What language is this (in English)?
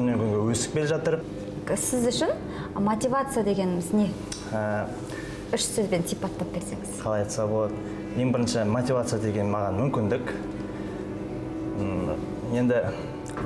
Kazakh